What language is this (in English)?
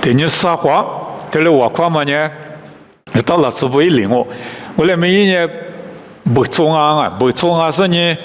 Lisu